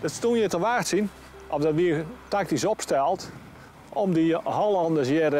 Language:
Western Frisian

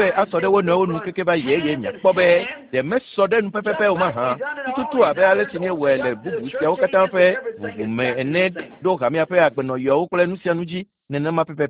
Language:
Ewe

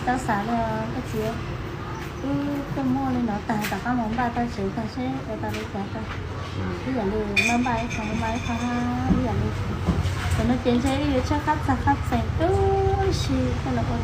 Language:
Hmong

